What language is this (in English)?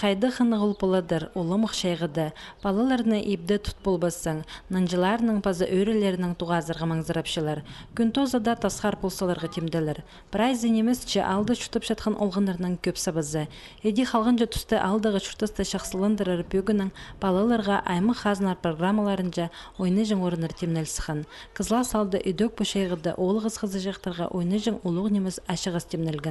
Khakas